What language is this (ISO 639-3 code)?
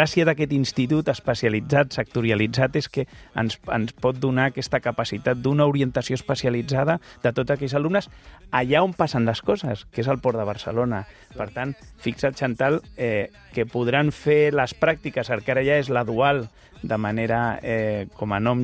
cat